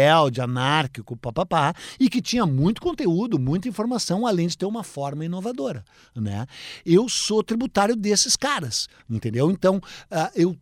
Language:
Portuguese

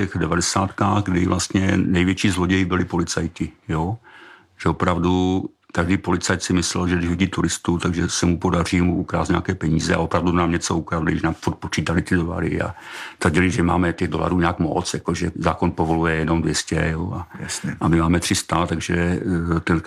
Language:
Czech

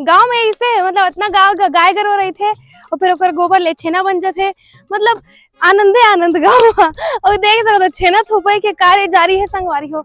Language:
Chhattisgarhi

